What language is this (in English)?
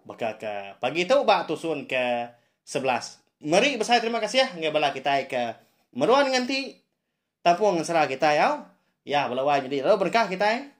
Iban